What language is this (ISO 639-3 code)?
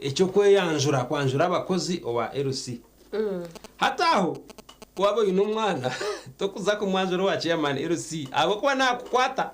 nyn